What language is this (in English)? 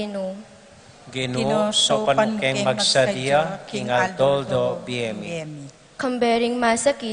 Pampanga